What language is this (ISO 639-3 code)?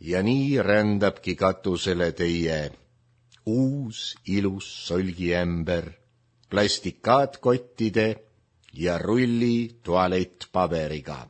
est